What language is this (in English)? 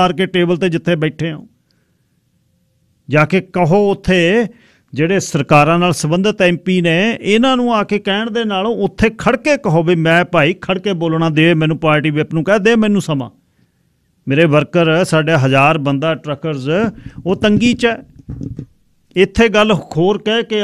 Punjabi